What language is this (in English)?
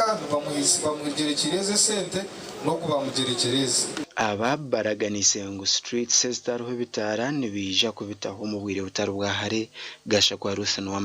Nyankole